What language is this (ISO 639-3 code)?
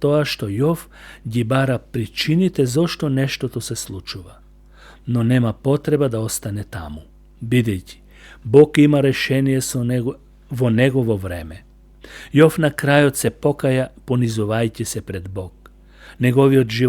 mkd